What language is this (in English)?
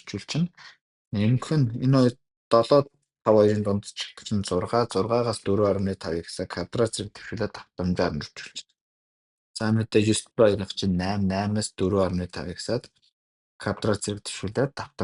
Mongolian